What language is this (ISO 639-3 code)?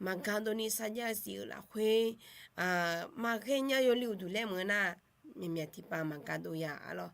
ahk